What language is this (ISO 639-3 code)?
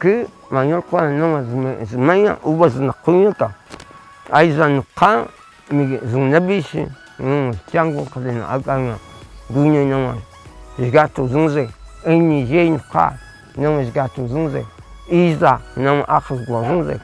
kog